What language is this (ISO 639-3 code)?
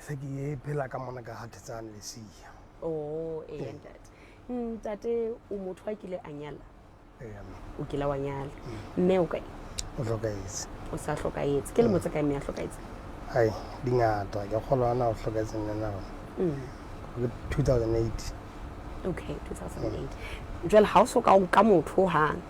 sot